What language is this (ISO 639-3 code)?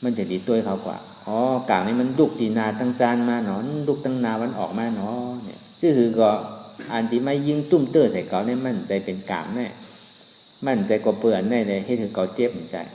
shn